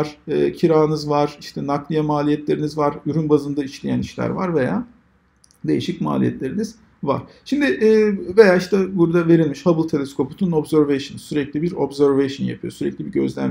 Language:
Turkish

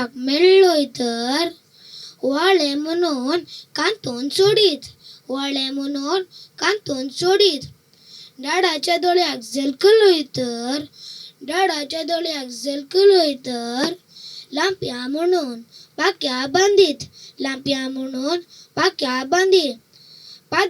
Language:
Konkani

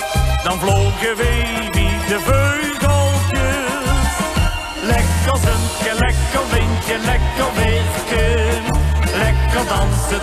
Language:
Limburgish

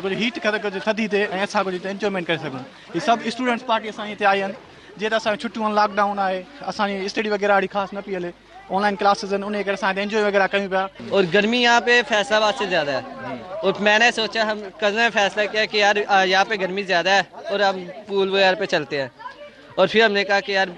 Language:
Sindhi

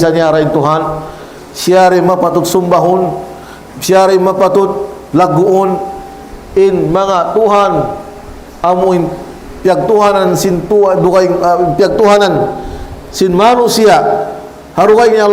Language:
Tausug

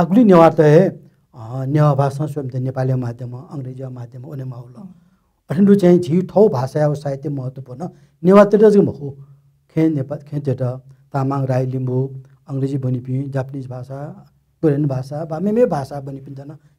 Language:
Newari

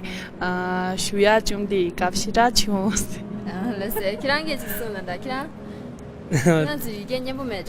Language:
Tibetan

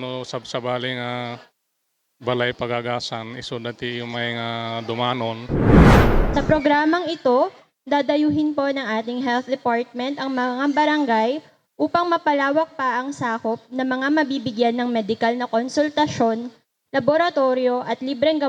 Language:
Iloko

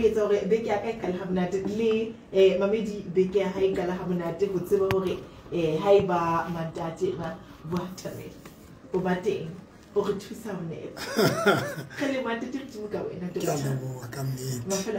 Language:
Tswana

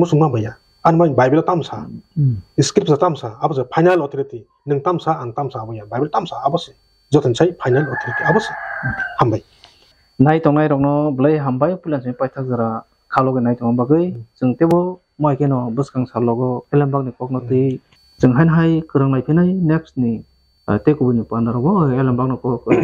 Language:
Kok Borok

